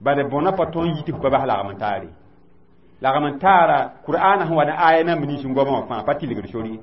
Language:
Mossi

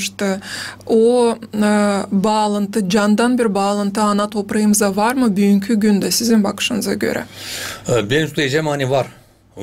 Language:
Gagauz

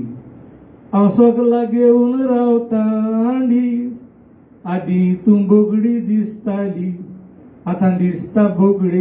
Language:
Konkani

